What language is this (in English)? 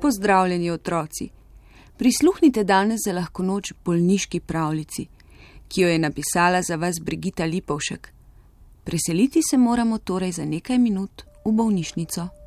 Slovenian